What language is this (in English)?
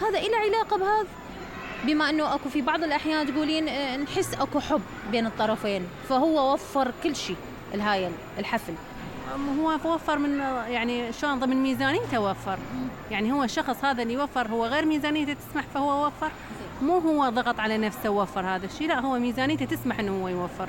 Mesopotamian Arabic